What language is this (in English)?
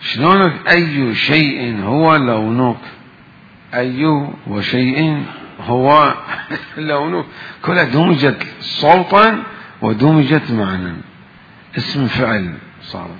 Mesopotamian Arabic